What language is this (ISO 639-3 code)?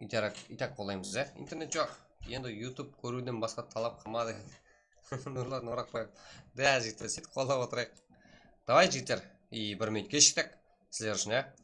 kaa